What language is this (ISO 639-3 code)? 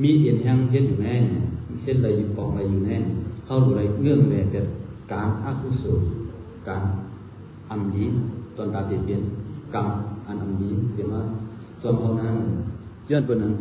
shn